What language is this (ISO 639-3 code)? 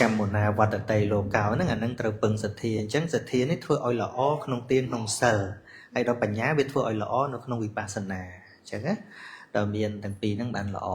khm